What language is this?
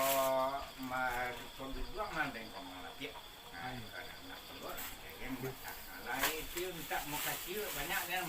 Minangkabau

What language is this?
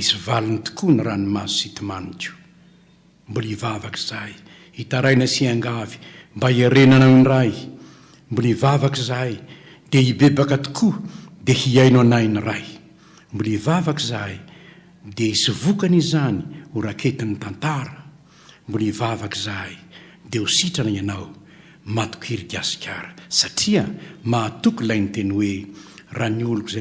Malagasy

